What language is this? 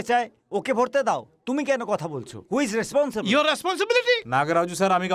Bangla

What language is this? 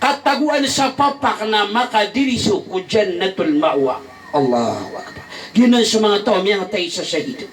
Maranao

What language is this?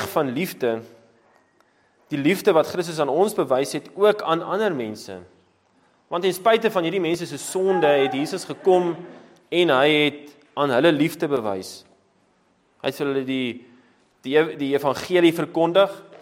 Afrikaans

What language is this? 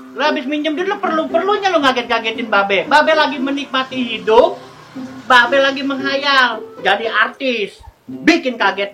Betawi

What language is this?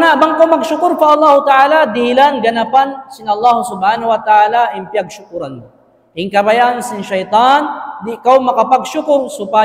Tausug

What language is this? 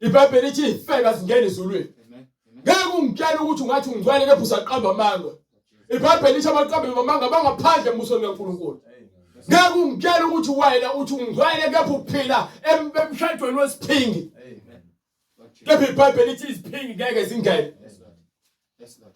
Zulu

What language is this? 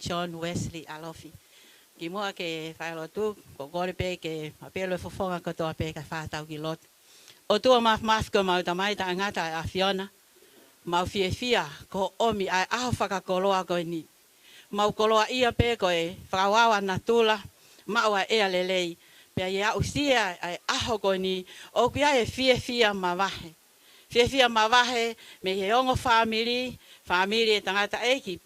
Tongan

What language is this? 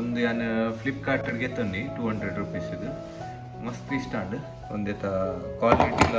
Tulu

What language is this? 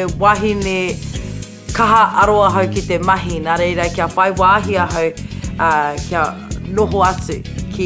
Māori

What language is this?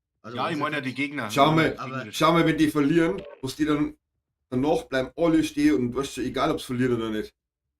Bavarian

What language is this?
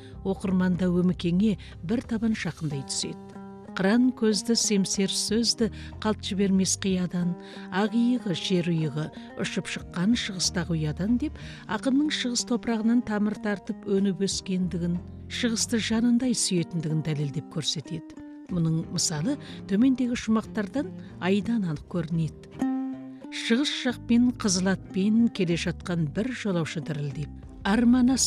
Kazakh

